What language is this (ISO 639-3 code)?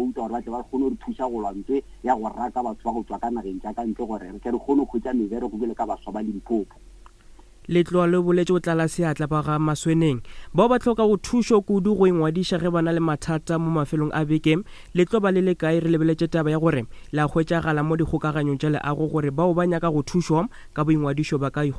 nso